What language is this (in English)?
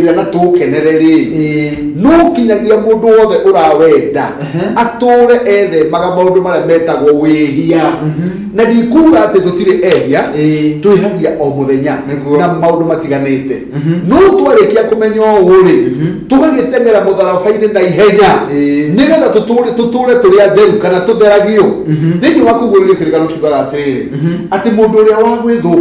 Kikuyu